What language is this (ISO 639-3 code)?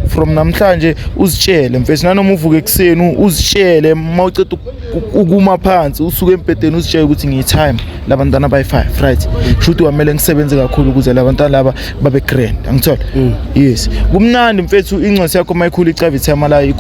zul